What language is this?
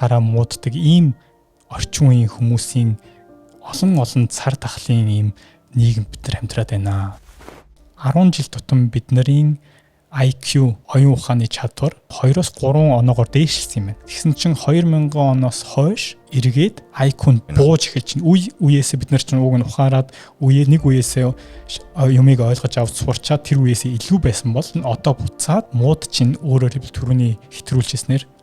Mongolian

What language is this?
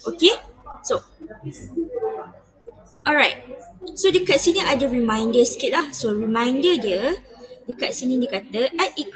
Malay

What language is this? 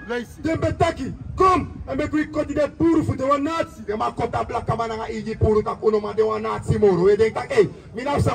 Sranan Tongo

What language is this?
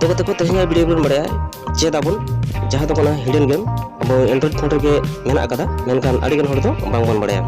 Santali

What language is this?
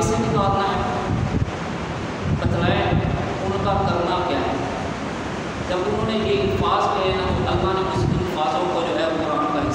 Urdu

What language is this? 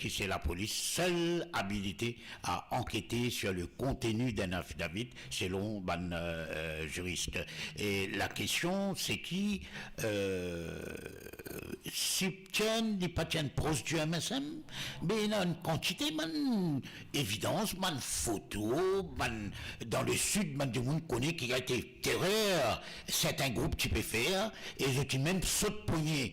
Morisyen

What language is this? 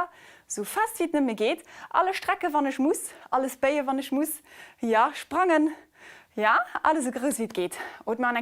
Luxembourgish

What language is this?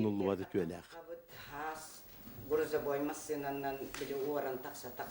Yakut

